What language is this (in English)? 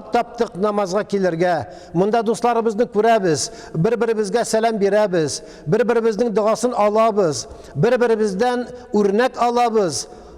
Tatar